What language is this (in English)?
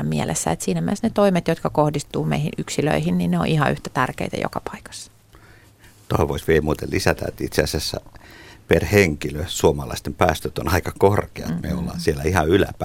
Finnish